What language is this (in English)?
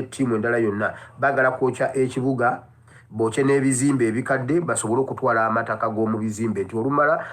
Ganda